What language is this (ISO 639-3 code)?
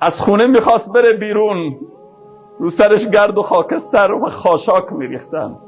fas